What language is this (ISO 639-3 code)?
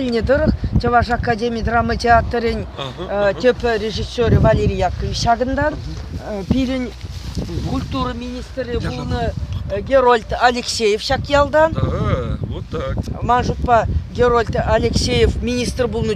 chv